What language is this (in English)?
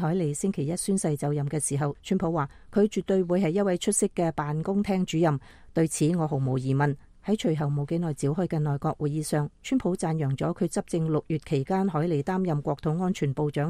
Cantonese